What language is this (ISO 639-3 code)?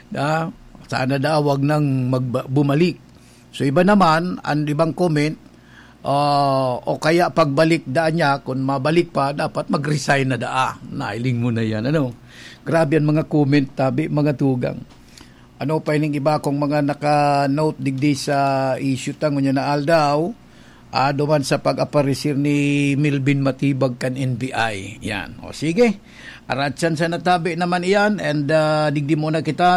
bik